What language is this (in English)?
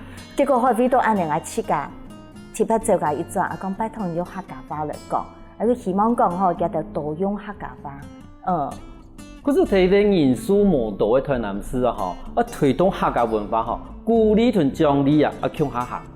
Hakka Chinese